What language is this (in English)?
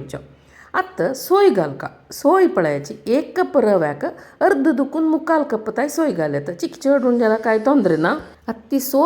Konkani